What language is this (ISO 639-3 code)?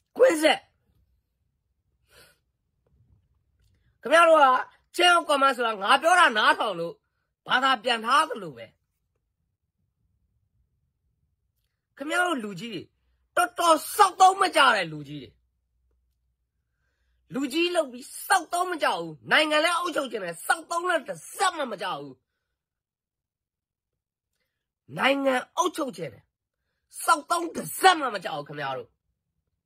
mya